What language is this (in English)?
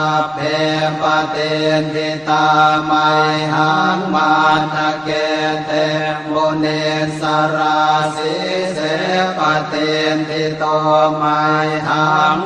Pali